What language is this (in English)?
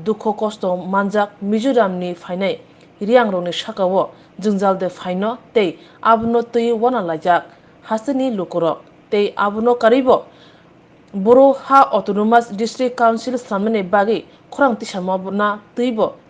Riang (India)